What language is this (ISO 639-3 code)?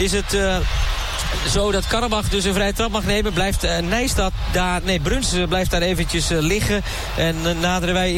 nld